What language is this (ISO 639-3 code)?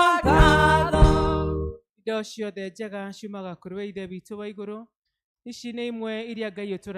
kik